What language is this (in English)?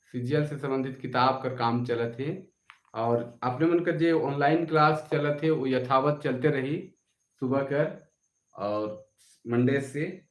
Sadri